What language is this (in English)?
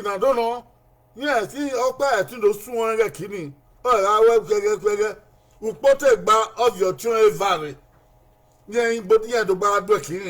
Bini